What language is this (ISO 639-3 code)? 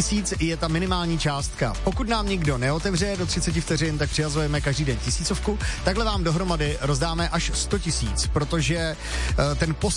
ces